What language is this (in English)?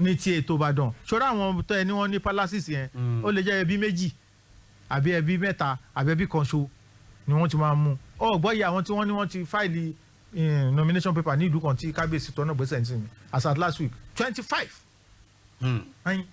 Yoruba